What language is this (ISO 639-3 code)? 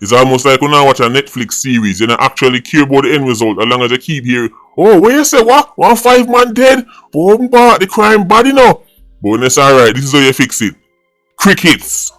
jam